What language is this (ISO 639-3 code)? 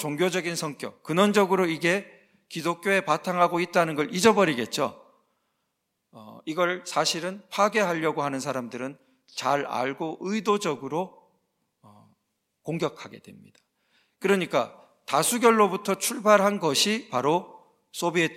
kor